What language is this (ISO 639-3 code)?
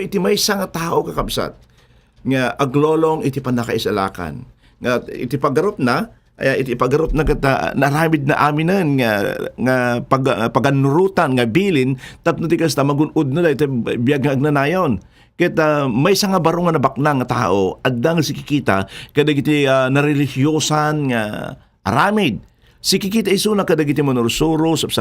ilo